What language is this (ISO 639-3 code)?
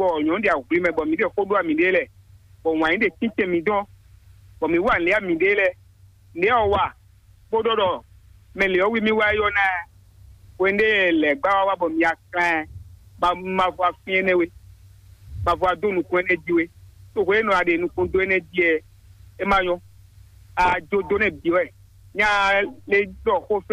fon